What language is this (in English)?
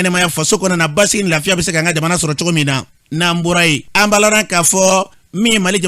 Bambara